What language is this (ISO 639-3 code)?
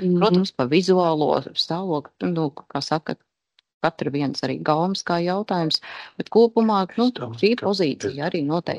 lav